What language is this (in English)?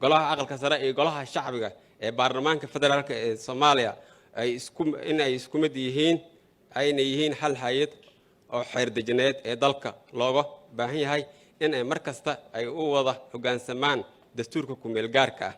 Somali